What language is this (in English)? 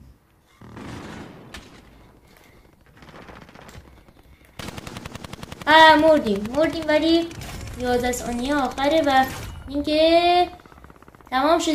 Persian